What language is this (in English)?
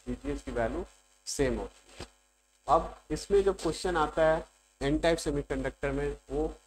Hindi